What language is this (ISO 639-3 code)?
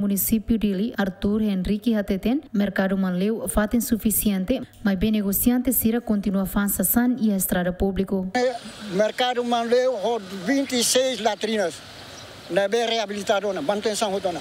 tet